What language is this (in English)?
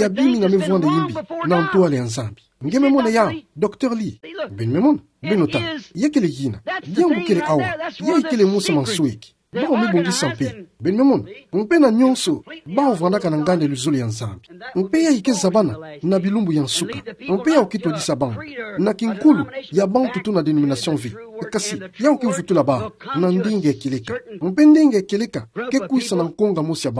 Kituba (Democratic Republic of Congo)